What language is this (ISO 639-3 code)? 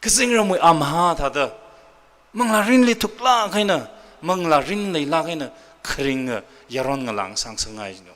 nmf